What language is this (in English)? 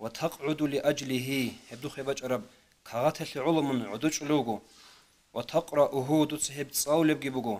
Avaric